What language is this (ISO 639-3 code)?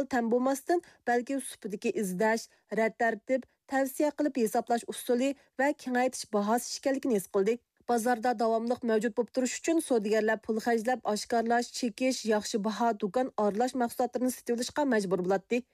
uig